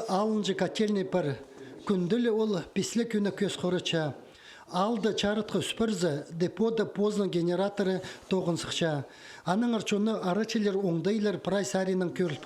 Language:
Khakas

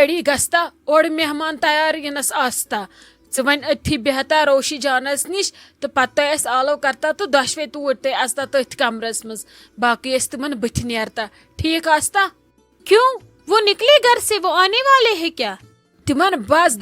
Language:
Kashmiri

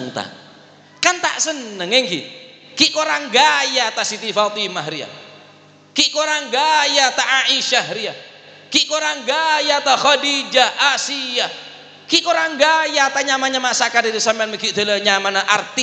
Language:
Madurese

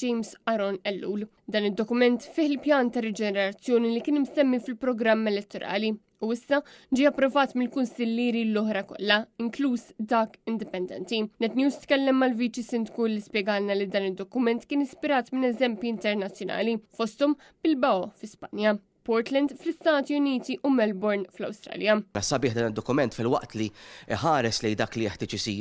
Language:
Maltese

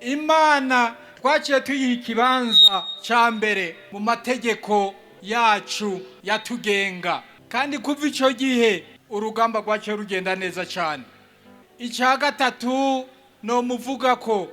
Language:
Rundi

